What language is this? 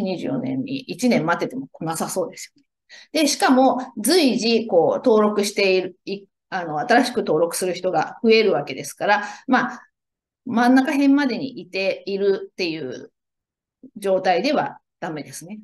Japanese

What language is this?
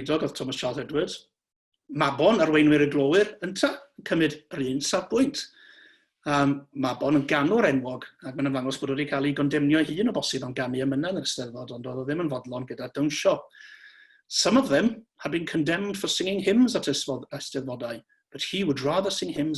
Welsh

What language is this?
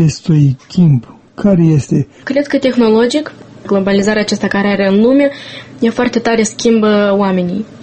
Romanian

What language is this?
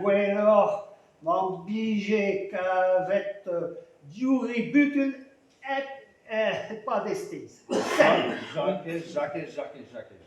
Breton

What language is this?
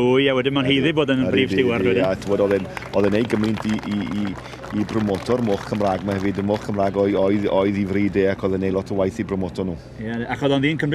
Welsh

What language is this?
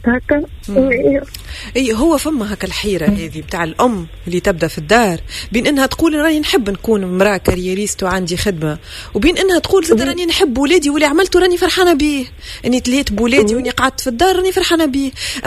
Tunisian Arabic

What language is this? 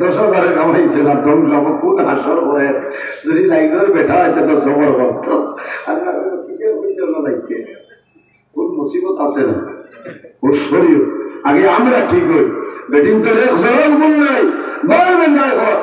Sylheti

